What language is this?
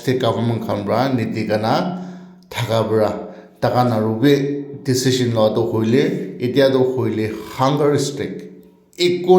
Naga Pidgin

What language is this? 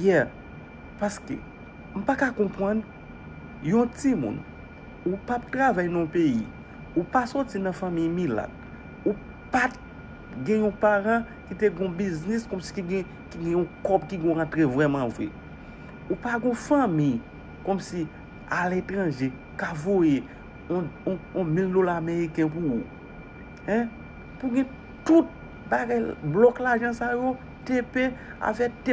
Haitian Creole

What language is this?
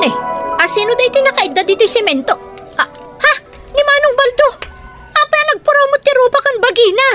Iloko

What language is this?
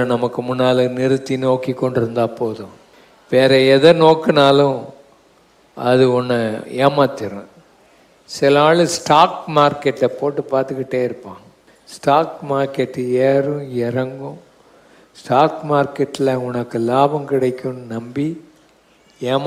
Tamil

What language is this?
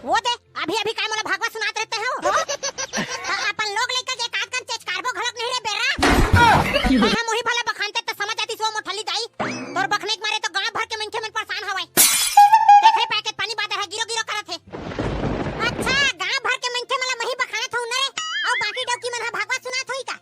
Chhattisgarhi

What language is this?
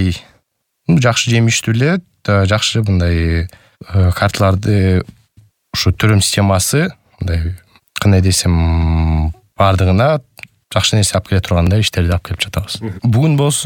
Kyrgyz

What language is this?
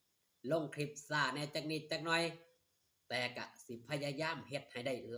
Northeastern Thai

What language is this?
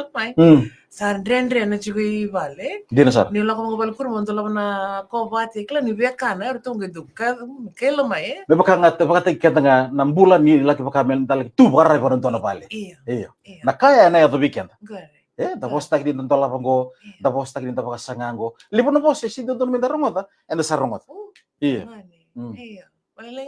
Fijian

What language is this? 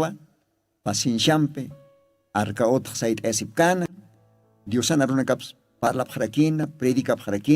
Aymara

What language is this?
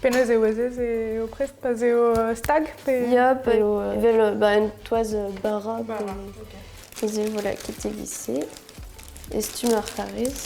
Breton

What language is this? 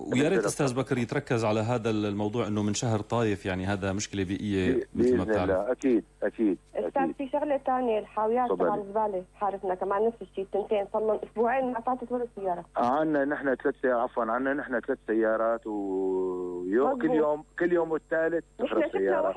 North Levantine Arabic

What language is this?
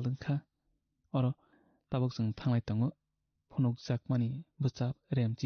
Kok Borok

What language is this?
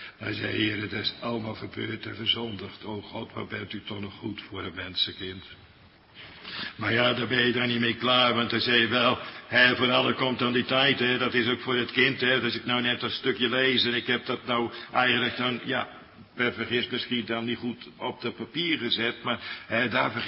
Dutch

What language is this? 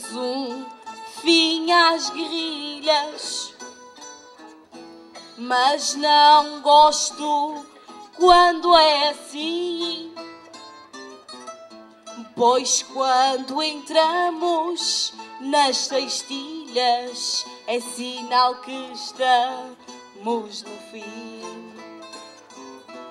Portuguese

